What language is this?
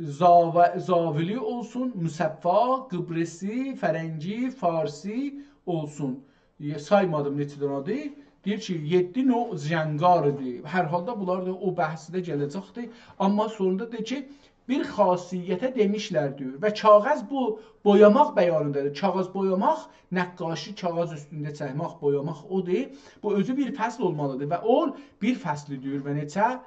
South Azerbaijani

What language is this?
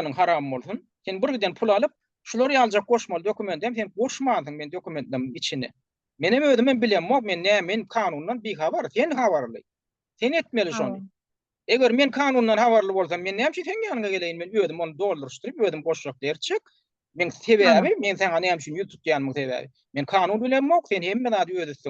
Turkmen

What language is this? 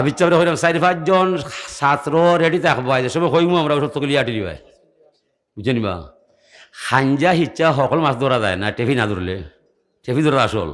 Sylheti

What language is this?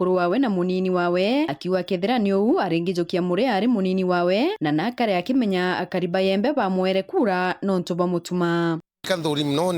Meru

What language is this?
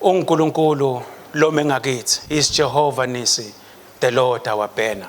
Swati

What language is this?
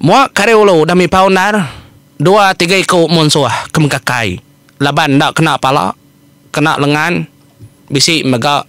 Iban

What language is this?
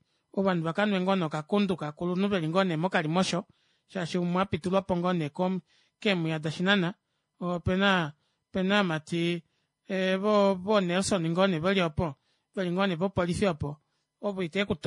Kuanyama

